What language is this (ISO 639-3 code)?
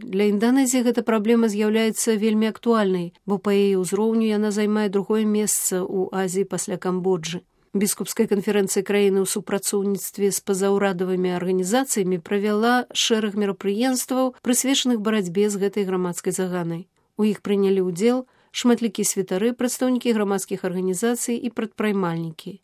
bel